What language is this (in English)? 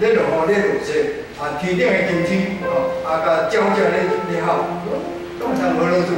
Min Nan Chinese